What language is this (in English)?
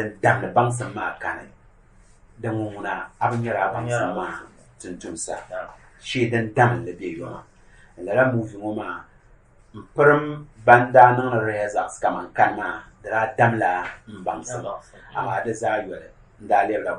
Dagbani